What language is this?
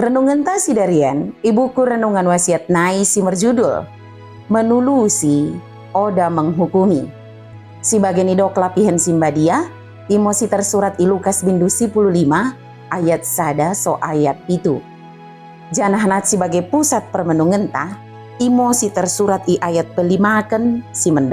Batak Dairi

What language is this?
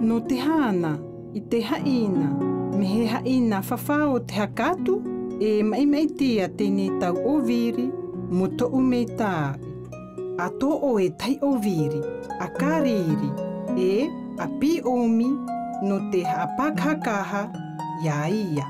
South Marquesan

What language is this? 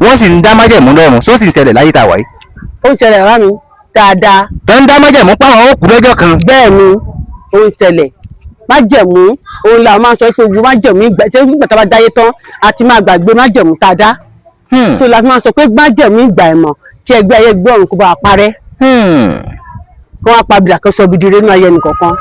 Yoruba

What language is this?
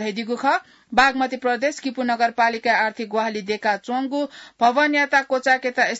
Newari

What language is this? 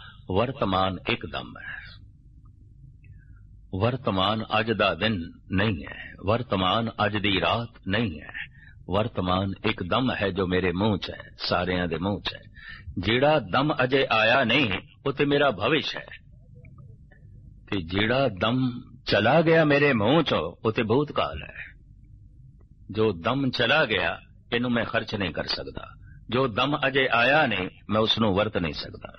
Punjabi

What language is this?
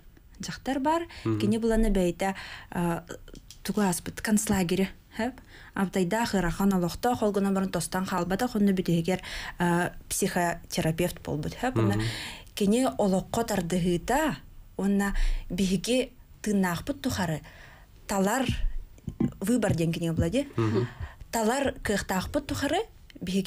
Yakut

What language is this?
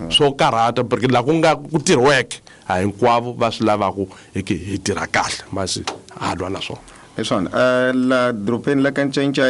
Tsonga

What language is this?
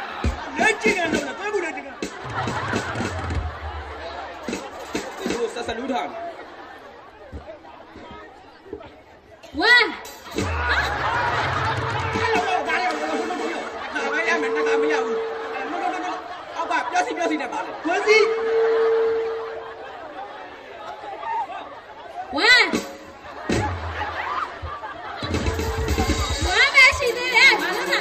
Burmese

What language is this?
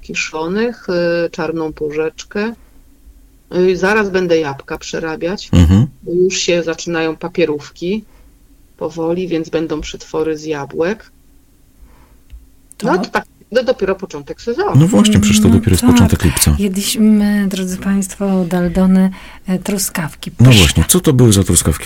Polish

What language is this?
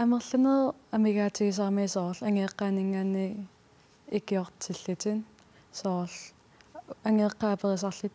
Kalaallisut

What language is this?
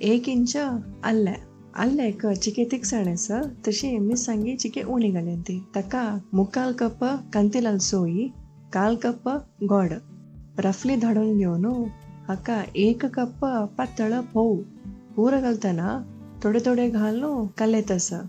Konkani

